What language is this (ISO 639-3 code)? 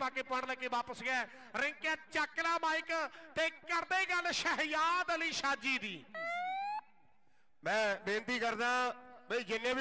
pan